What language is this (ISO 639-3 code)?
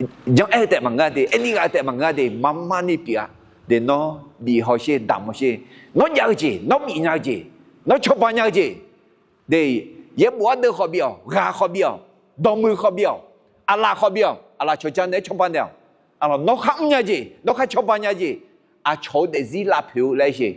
ahk